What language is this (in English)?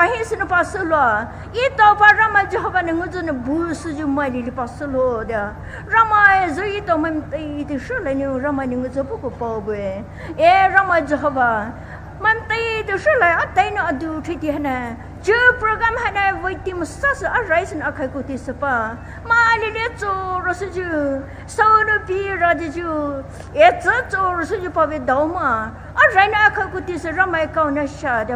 Poumei Naga